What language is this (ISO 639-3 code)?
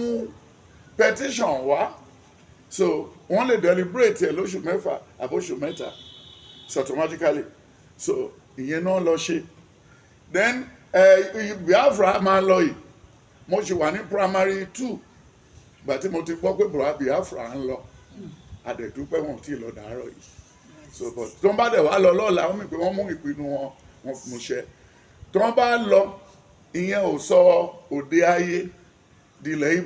yor